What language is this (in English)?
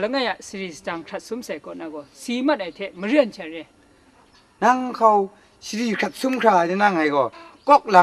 Kachin